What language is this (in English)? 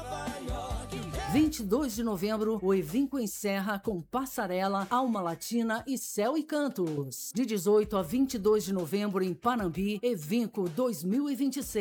Portuguese